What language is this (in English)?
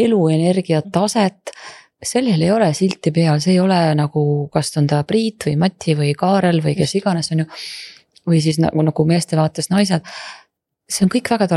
Estonian